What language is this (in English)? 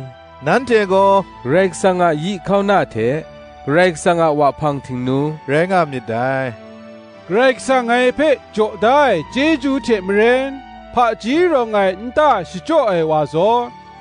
Kachin